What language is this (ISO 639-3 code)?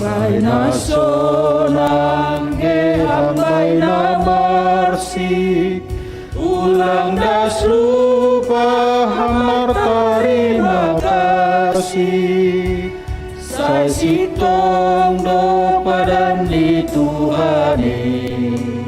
bts